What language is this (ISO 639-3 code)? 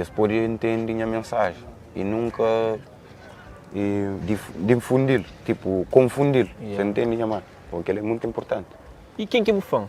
kea